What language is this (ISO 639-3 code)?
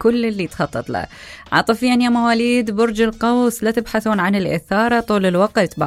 acm